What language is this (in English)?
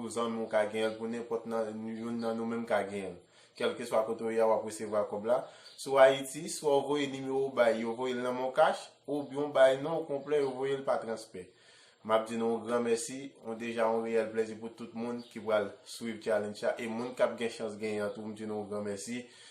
Haitian Creole